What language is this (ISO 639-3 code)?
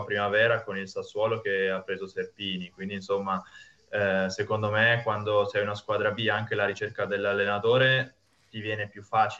ita